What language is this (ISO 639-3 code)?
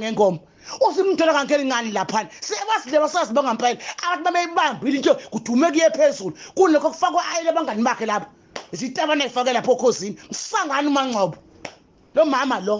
zul